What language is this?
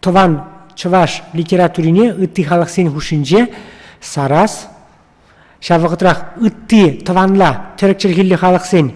Chuvash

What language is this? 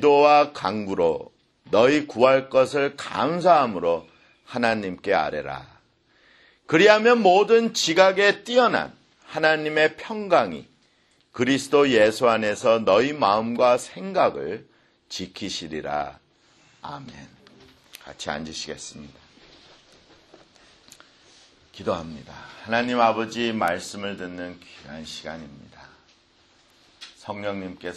Korean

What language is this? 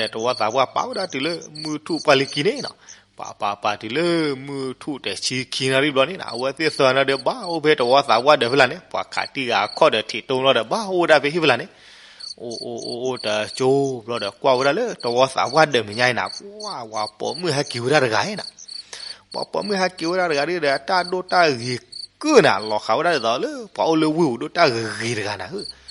S'gaw Karen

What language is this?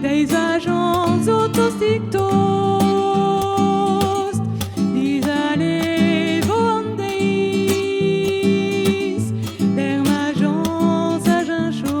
Breton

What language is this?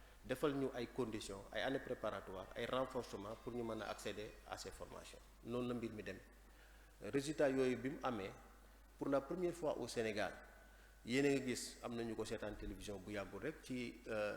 Wolof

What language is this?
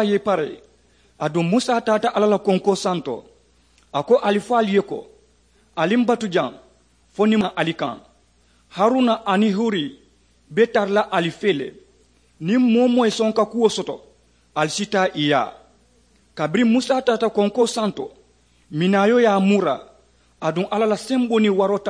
Mandingo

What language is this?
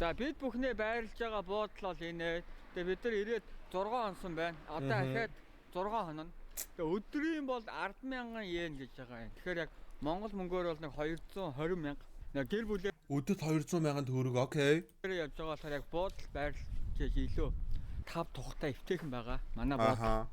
Mongolian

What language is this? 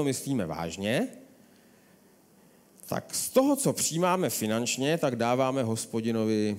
Czech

